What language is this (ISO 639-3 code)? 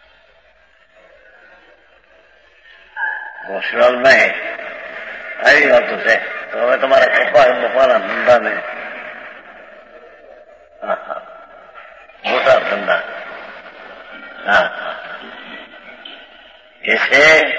guj